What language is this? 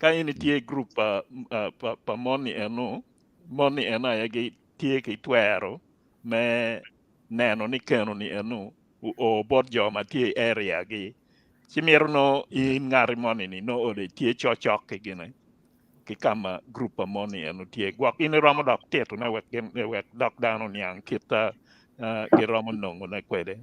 Acoli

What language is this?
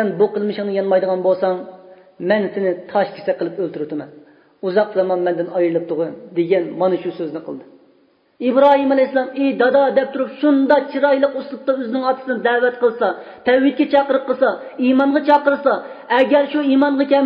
Uyghur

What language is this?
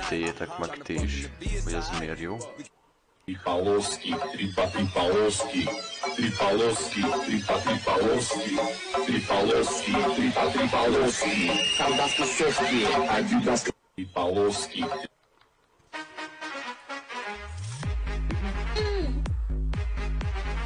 Hungarian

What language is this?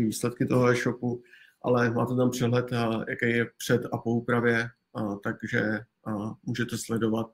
Czech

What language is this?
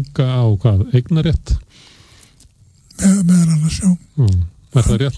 Icelandic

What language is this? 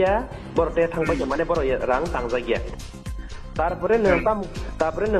Kok Borok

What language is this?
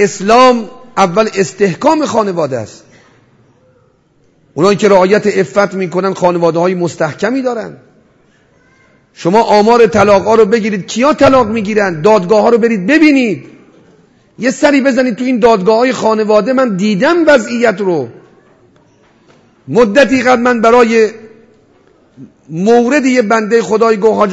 Persian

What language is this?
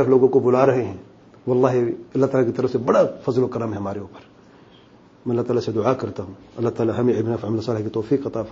Urdu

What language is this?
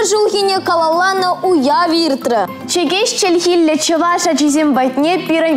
Chuvash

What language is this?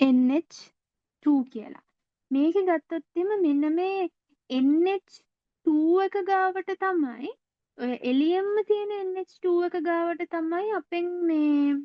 Sinhala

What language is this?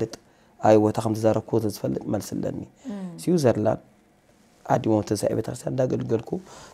Tigrinya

